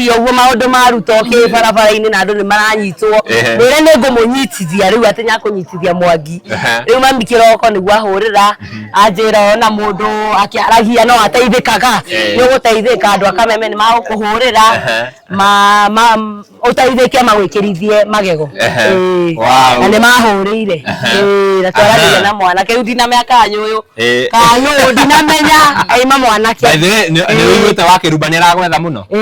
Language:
Kikuyu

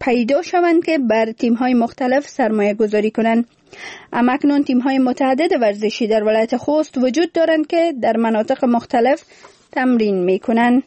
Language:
Persian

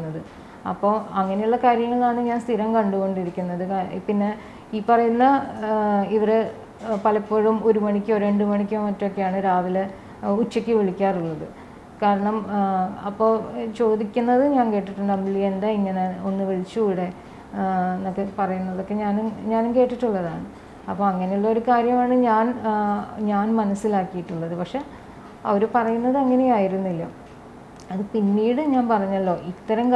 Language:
Malayalam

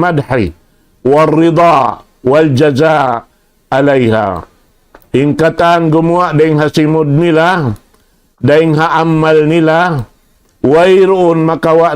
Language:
Tausug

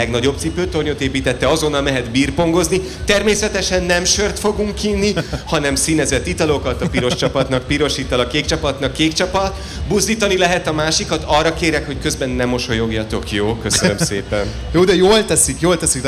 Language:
Hungarian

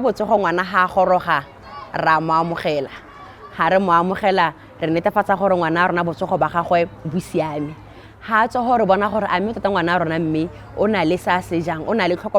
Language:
Tswana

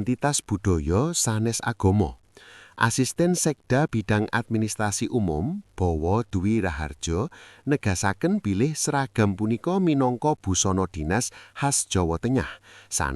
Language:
Javanese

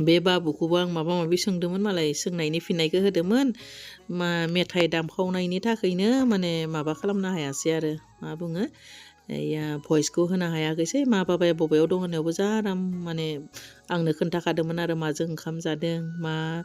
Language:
Bodo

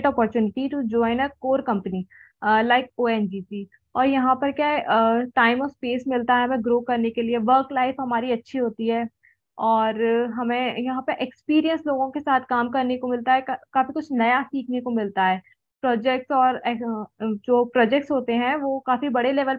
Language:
Hindi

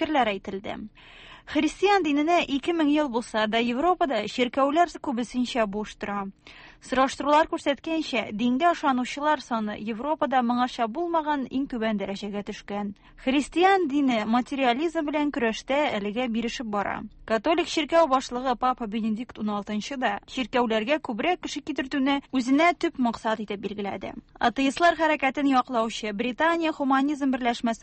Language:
Tatar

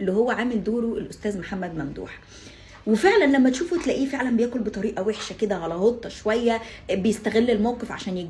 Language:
Egyptian Arabic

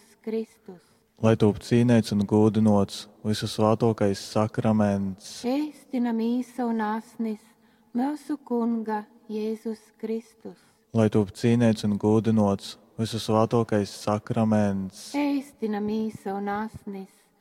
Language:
Latgalian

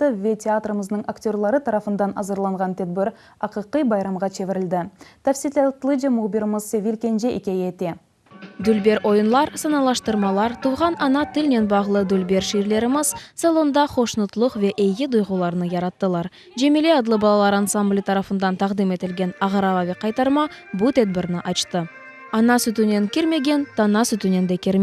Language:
Crimean Tatar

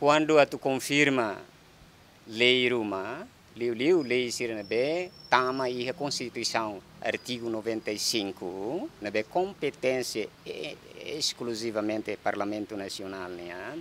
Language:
Tetum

